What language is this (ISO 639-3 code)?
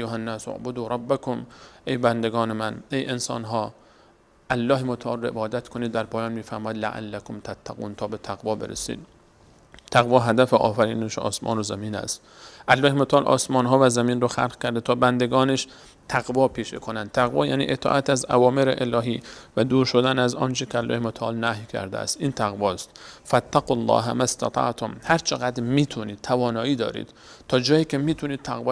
fas